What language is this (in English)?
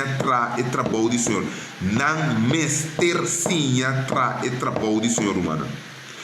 Papiamento